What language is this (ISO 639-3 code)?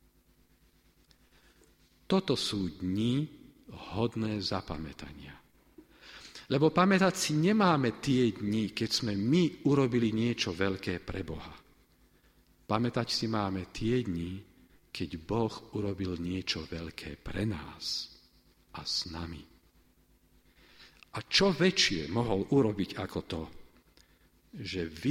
slk